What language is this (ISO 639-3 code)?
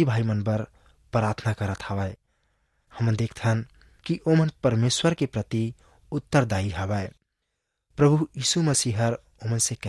hne